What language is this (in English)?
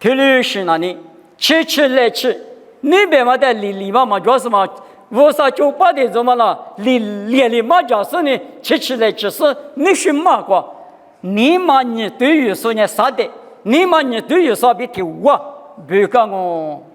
Lisu